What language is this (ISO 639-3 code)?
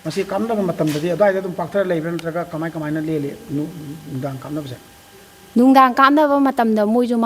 mni